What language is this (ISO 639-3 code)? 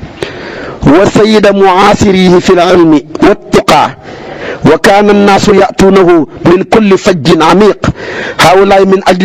wol